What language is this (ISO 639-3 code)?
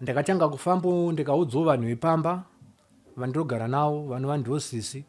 sna